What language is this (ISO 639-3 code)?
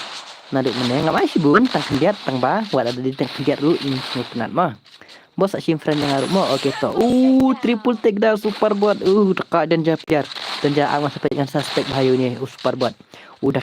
kha